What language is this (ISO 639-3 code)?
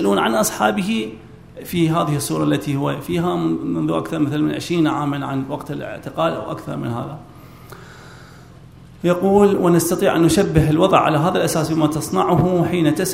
ara